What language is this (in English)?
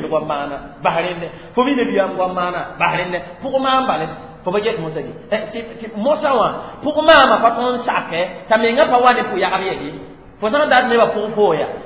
Mossi